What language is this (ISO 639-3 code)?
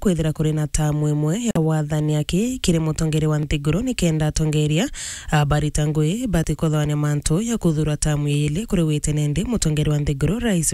mer